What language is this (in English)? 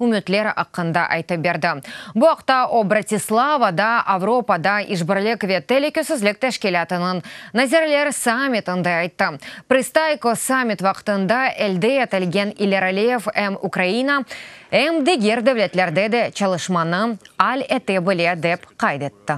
Crimean Tatar